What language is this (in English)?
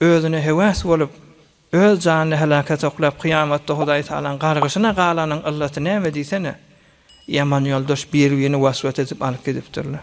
Turkmen